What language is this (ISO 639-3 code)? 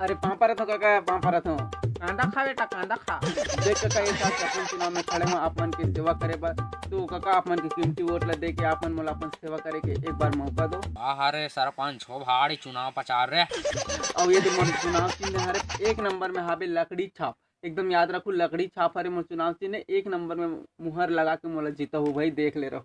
hne